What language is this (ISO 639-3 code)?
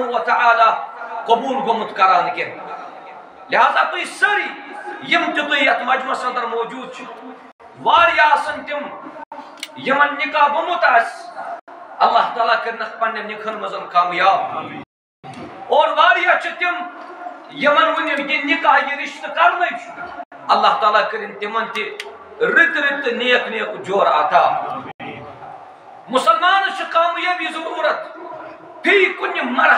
kas